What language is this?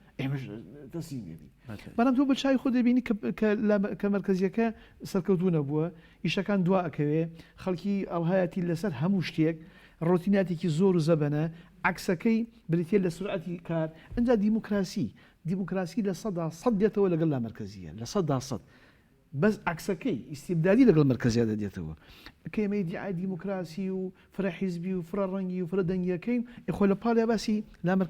Central Kurdish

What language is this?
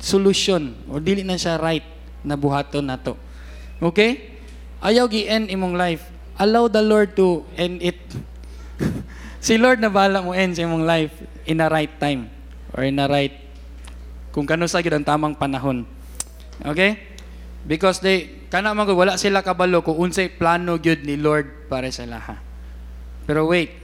Cebuano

